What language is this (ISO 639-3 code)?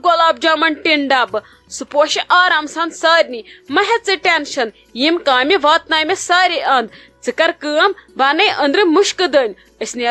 kas